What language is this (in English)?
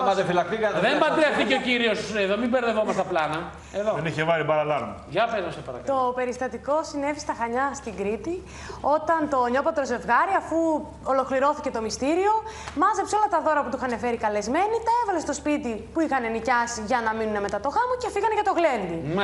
Greek